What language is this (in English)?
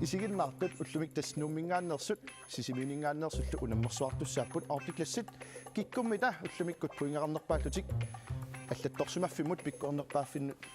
Kalaallisut